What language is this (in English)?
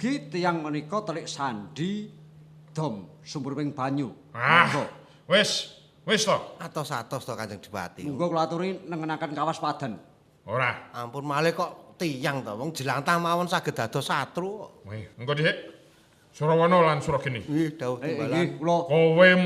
Javanese